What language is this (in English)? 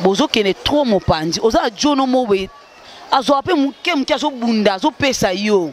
Lingala